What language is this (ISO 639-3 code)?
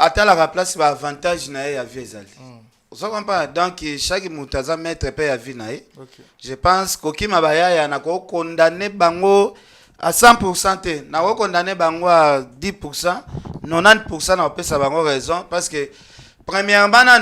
lin